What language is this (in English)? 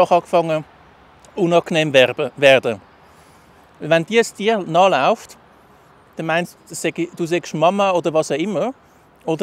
Swiss German